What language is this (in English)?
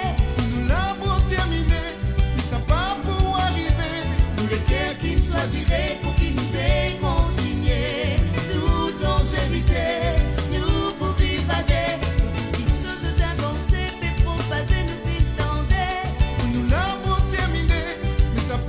Morisyen